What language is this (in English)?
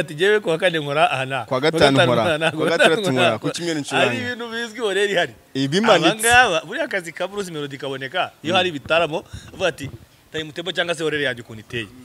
Kinyarwanda